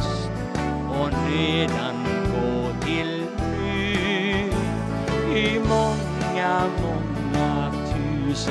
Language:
Swedish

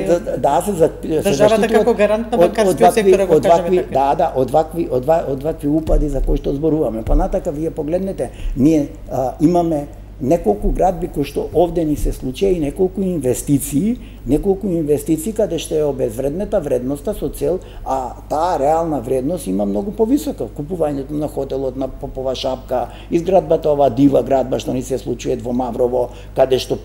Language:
Macedonian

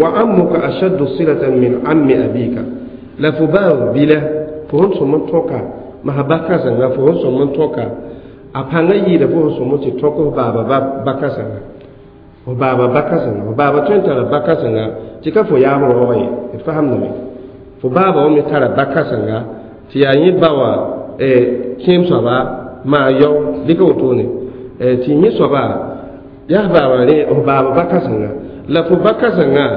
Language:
Mossi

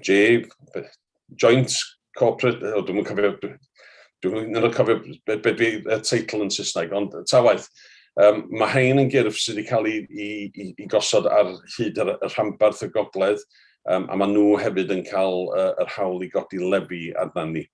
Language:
Welsh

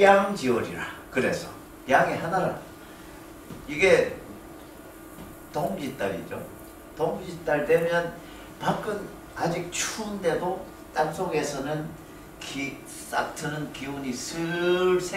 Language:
Korean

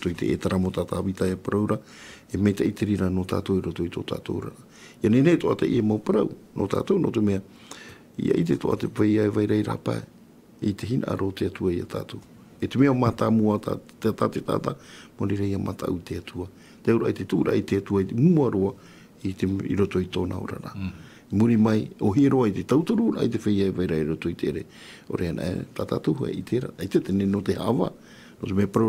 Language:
Tahitian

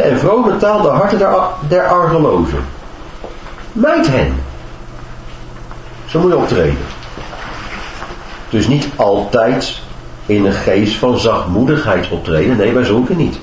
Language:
Dutch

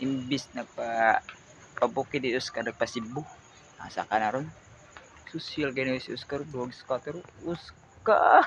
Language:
Cebuano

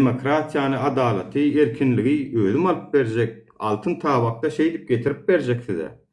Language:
Turkmen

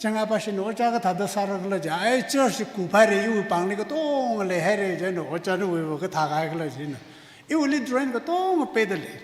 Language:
Tangkhul Naga (India)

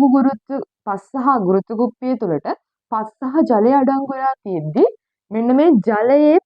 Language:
Sinhala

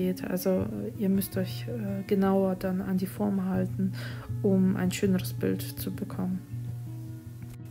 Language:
German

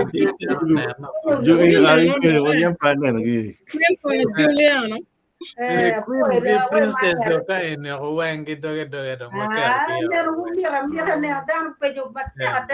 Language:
Acoli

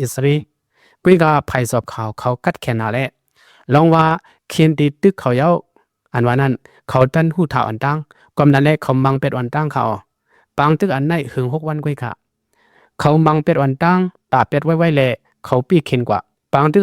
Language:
Lao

